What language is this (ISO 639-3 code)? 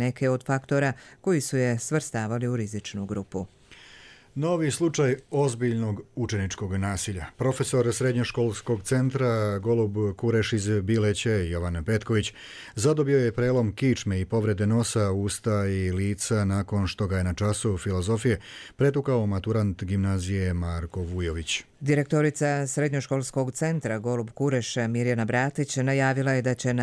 hrv